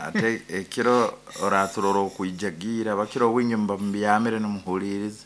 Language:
Nyankole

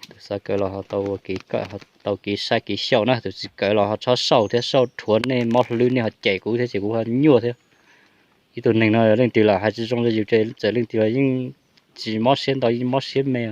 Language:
Hmong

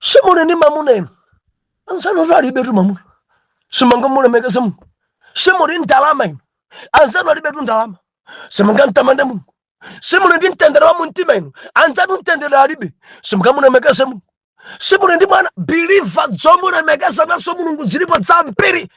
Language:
Nyanja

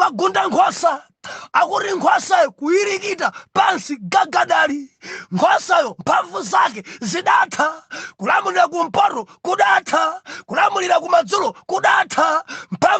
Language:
Nyanja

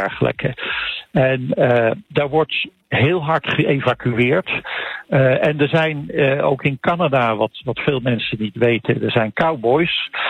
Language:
Dutch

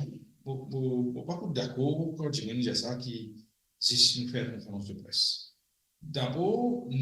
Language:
Morisyen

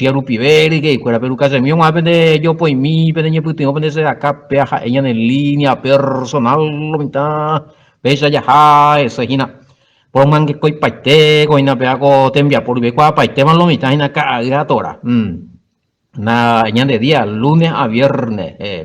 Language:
Guarani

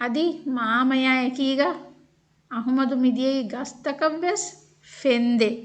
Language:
Divehi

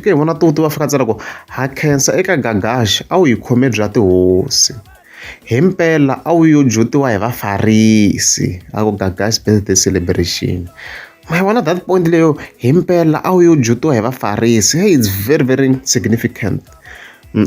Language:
Tsonga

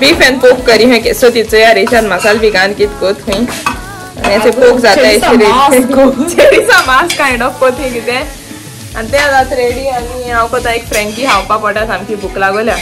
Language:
Konkani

